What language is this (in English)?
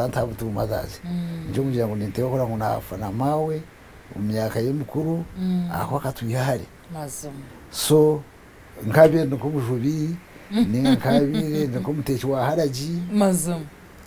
Nyankole